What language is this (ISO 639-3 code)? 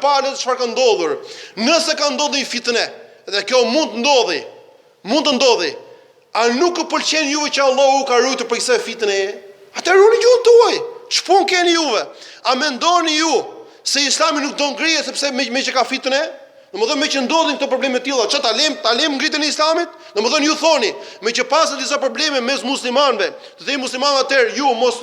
sqi